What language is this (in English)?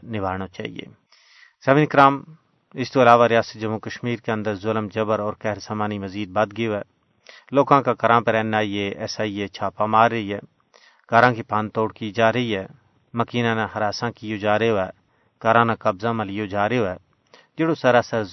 Gujari